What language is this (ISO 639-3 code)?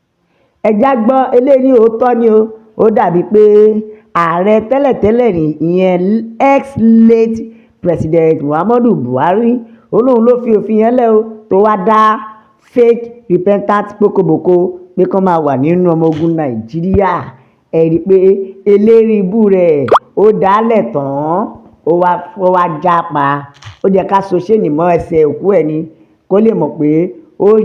yor